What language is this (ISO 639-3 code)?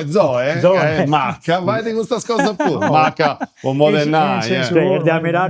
srd